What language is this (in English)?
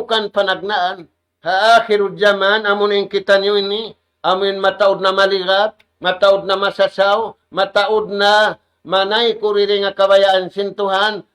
Tausug